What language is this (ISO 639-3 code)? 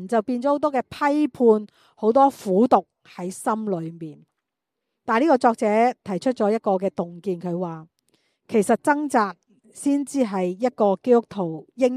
yue